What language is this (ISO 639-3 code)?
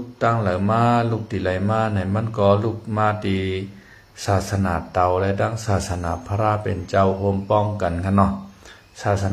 shn